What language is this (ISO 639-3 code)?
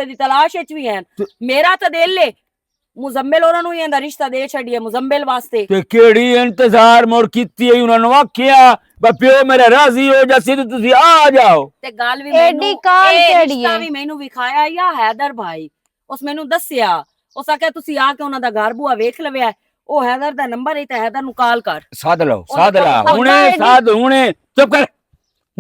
lah